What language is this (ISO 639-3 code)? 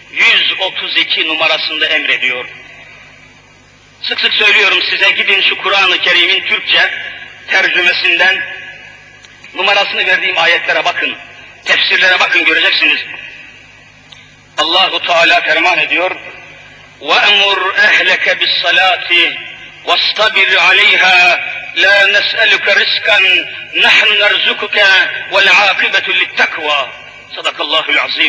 tur